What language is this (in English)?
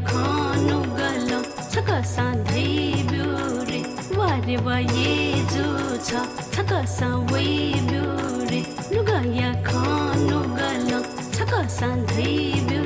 Newari